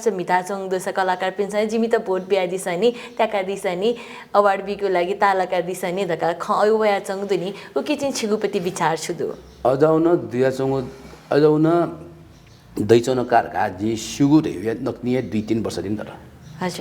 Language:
Newari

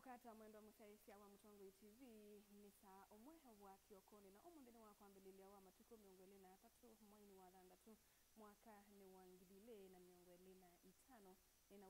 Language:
Kamba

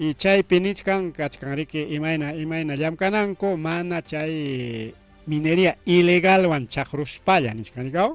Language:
Ayacucho Quechua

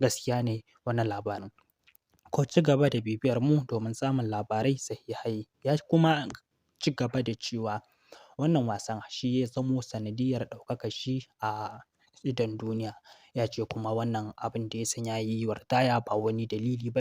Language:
Hausa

